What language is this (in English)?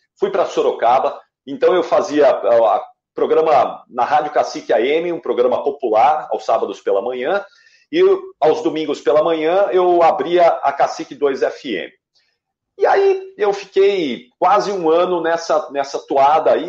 Portuguese